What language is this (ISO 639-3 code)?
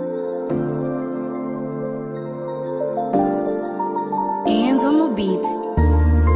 por